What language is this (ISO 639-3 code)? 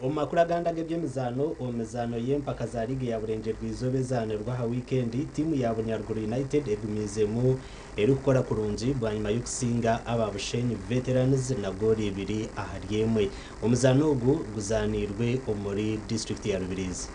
nyn